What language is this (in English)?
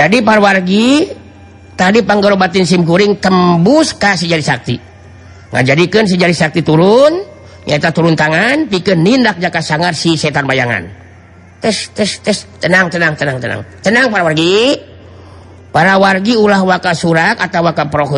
Sundanese